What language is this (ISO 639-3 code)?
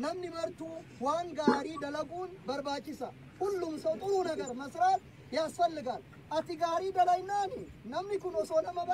orm